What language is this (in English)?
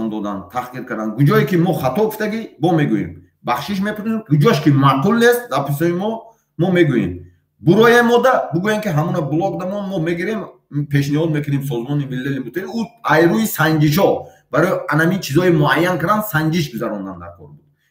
Tajik